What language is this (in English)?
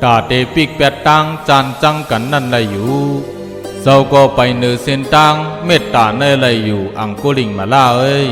Shan